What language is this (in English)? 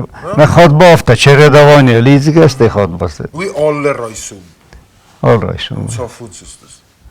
Ossetic